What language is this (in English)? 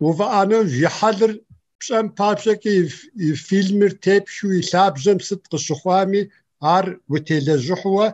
Kabardian